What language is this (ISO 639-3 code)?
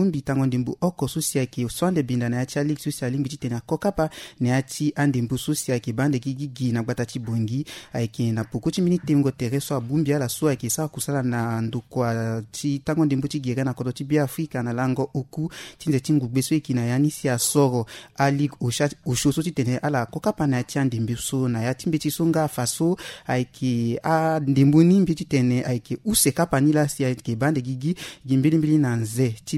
sag